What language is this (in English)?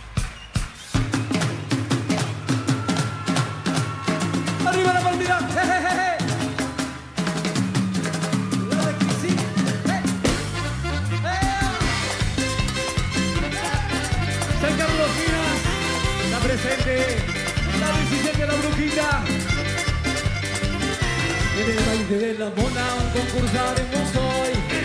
Spanish